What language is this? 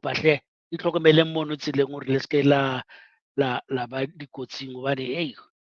Southern Sotho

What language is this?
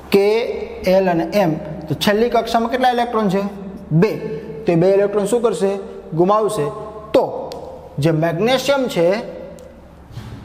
Gujarati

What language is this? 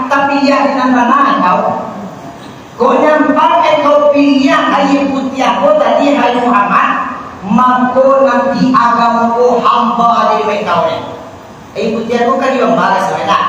Minangkabau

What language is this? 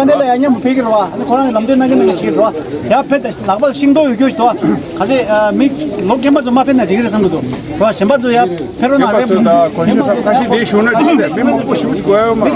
Tibetan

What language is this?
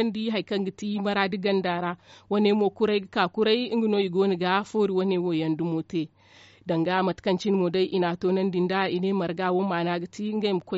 Zarma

